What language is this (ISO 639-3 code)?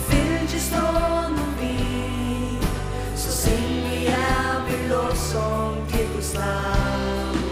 fao